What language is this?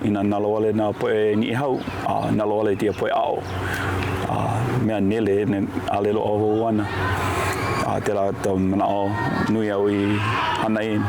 Hawaiian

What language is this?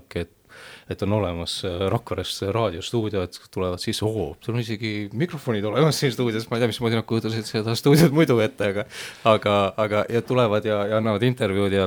Estonian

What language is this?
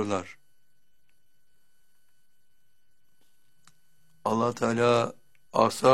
Turkish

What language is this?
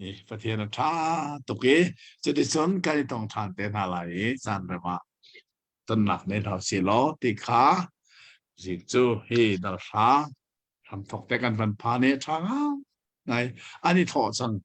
Hakha Chin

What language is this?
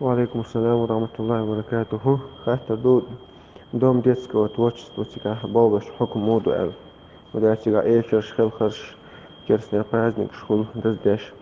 Chechen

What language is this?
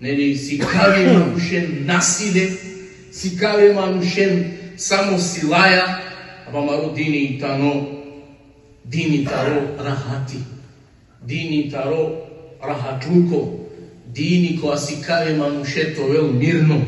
Balkan Romani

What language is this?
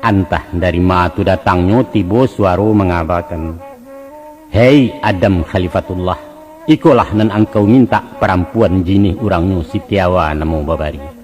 Minangkabau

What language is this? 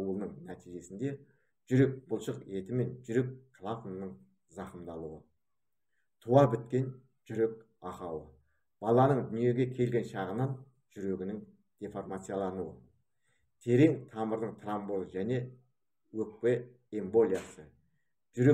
Kazakh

